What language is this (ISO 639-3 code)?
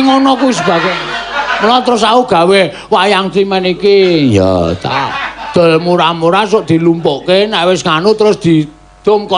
jav